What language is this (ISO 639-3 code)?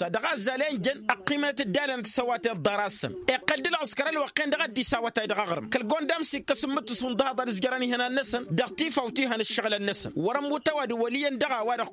taq